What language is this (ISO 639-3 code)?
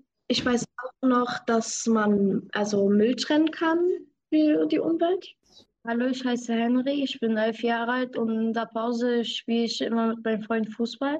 deu